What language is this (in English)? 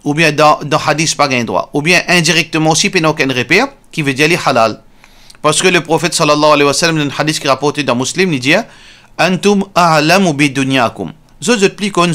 Morisyen